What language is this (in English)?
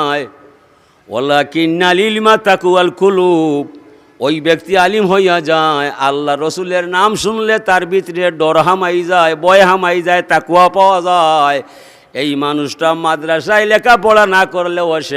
Sylheti